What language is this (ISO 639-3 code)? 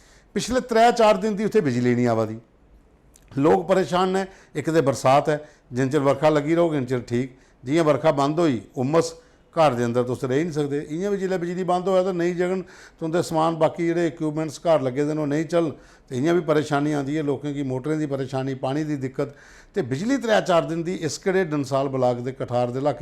doi